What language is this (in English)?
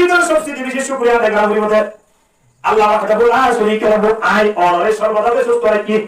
Rohingya